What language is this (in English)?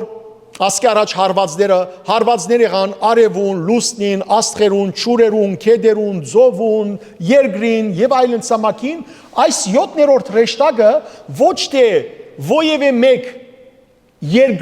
Western Armenian